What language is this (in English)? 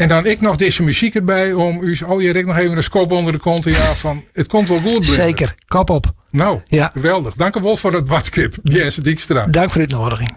Western Frisian